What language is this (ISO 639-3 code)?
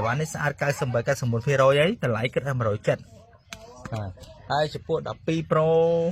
khm